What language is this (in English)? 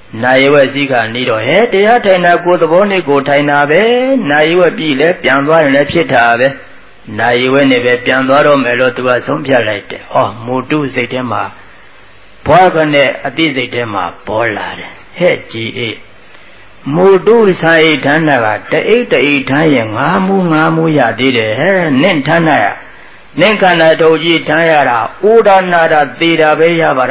Burmese